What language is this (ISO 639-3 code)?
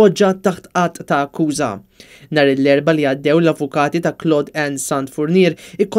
mlt